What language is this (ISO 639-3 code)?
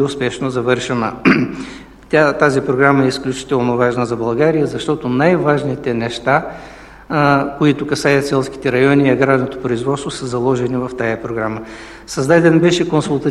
bul